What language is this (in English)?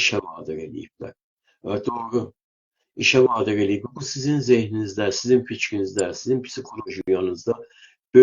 South Azerbaijani